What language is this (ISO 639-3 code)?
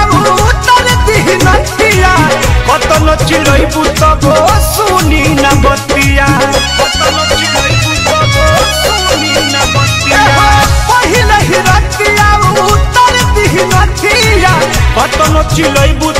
bho